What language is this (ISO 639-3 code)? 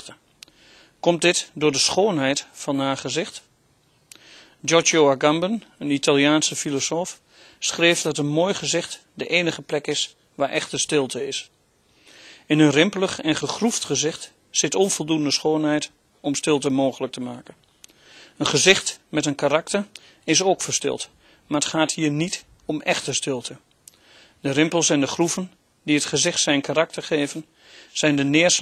nld